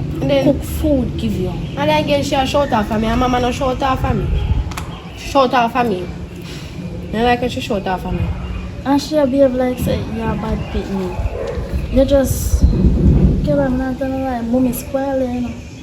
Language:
Jamaican Creole English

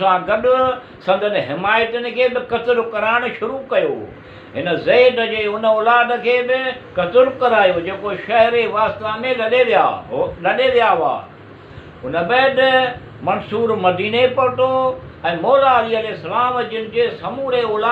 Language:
Sindhi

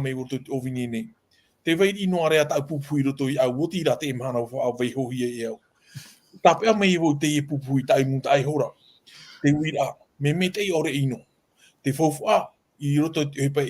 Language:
Tahitian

